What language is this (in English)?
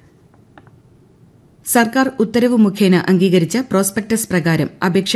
Malayalam